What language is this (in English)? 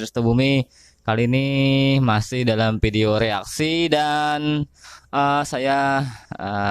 Banjar